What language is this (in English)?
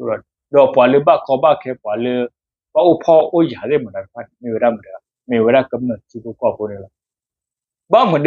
S'gaw Karen